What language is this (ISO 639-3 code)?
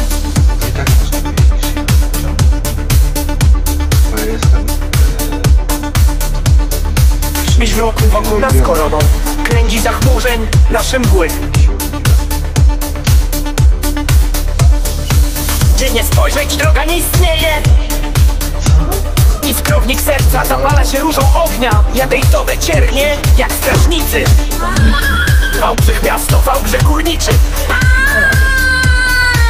pol